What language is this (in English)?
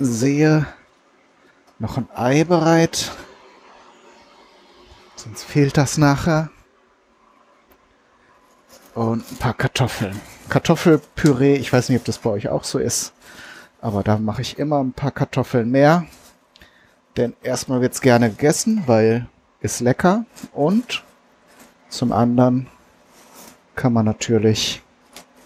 German